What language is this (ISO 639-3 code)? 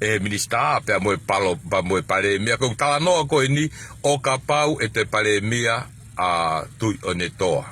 ton